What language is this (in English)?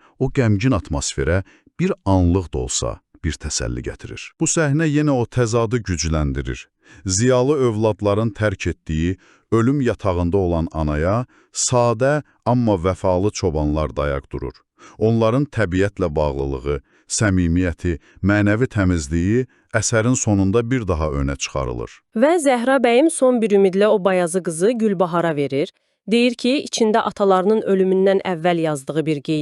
Azerbaijani